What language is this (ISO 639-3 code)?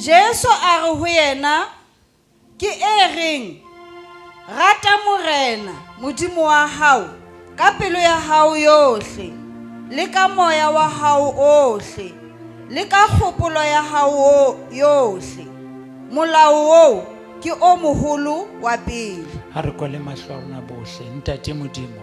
sot